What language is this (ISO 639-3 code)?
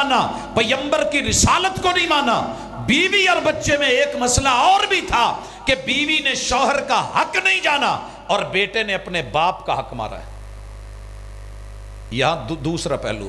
urd